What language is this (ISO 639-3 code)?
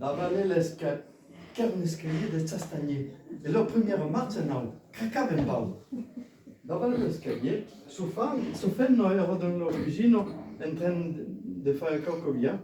oci